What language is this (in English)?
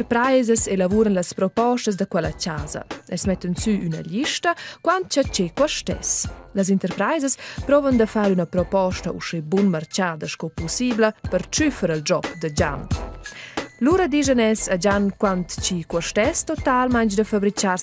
Romansh